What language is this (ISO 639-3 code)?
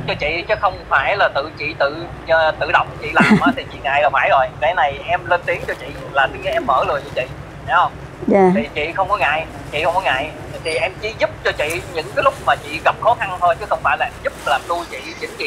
vie